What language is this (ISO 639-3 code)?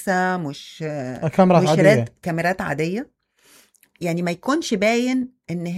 acm